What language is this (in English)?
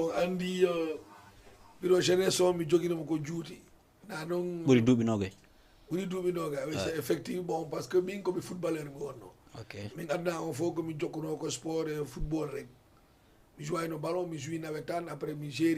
Fula